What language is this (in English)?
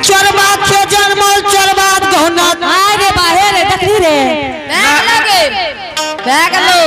Angika